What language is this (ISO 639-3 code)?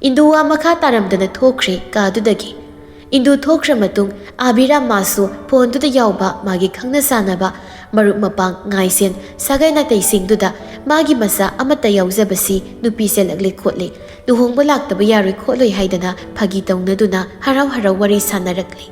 mni